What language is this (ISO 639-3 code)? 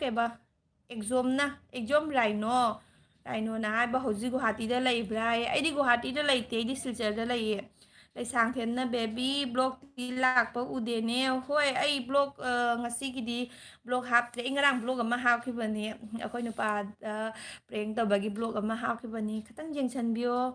mni